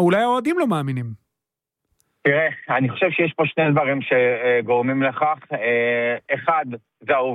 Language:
Hebrew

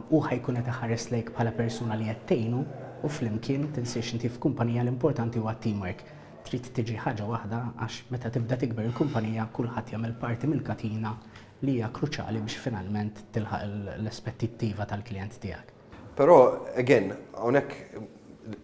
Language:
Maltese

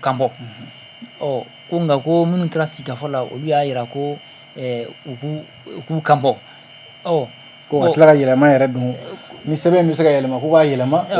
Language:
Bambara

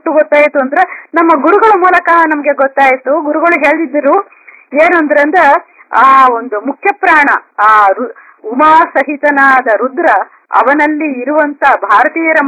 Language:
Kannada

